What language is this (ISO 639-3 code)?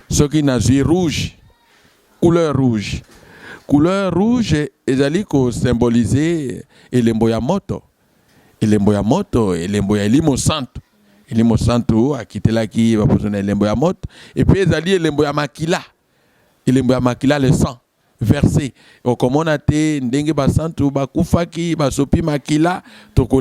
lin